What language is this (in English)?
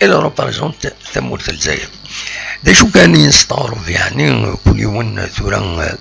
Kabyle